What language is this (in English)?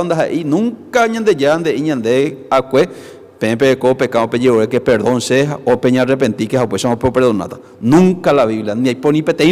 Guarani